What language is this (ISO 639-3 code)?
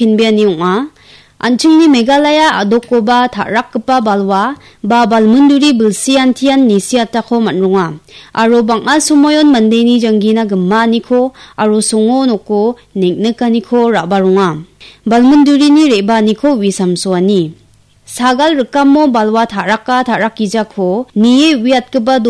grt